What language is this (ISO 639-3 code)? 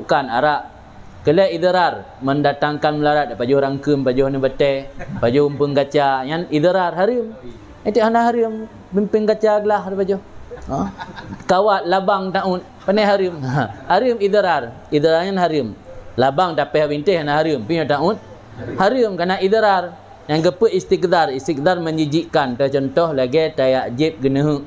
ace